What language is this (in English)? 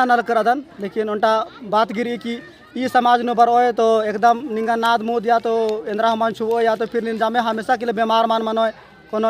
Kurukh